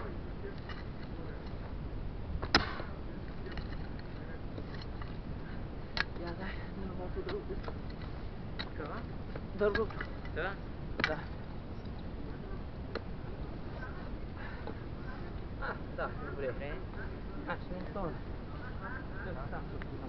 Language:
Bulgarian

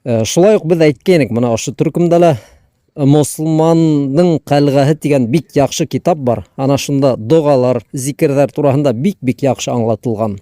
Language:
Bashkir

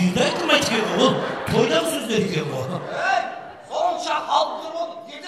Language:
Kara-Kalpak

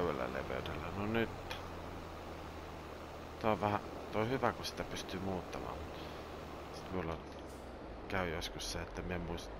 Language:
Finnish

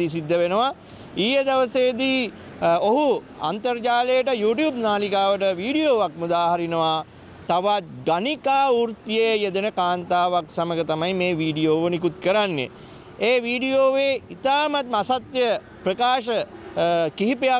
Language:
Sinhala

